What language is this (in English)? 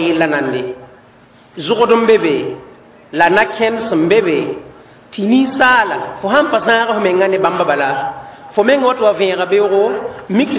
Mossi